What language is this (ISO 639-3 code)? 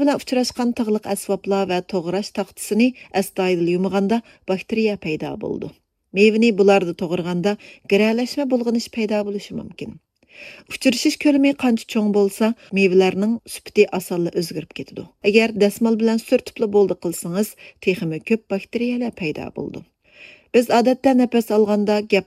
uig